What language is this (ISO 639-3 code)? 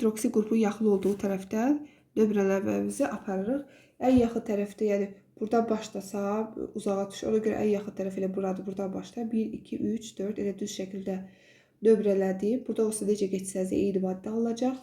aze